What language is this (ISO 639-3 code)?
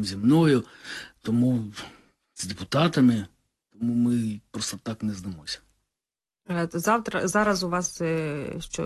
ukr